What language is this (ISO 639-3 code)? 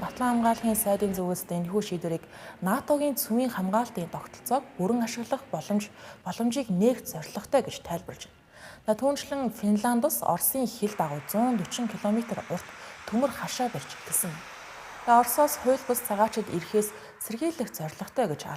mon